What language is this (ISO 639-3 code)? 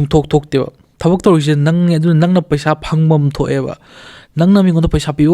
mni